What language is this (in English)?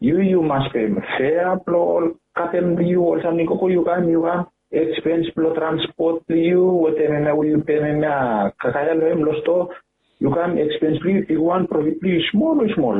Bislama